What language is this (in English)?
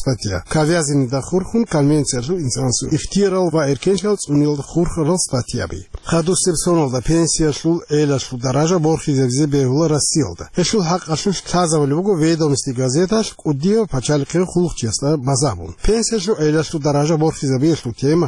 Avaric